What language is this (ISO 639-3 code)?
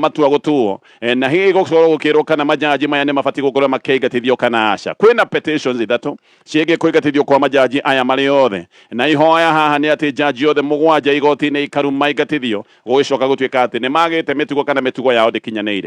kik